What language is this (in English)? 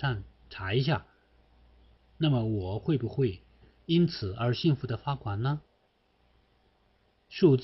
Chinese